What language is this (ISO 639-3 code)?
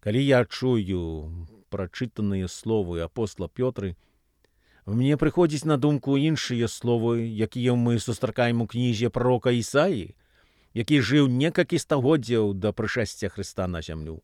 bel